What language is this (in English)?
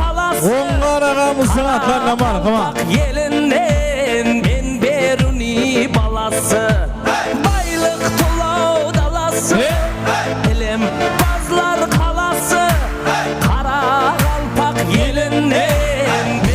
Kara-Kalpak